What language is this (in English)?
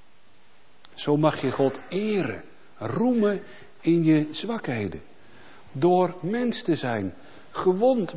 Dutch